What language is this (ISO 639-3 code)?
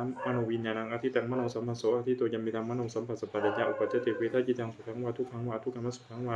pli